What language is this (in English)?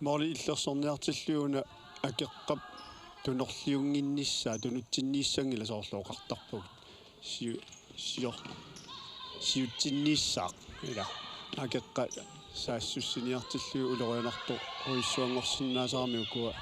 Kalaallisut